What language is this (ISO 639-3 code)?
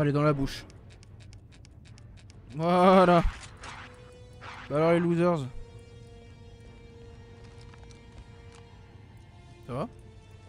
fra